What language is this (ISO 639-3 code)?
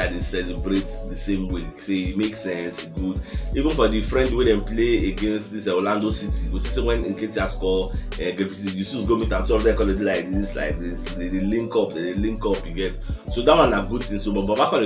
pcm